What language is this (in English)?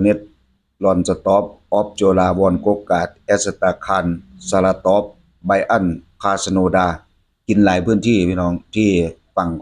Lao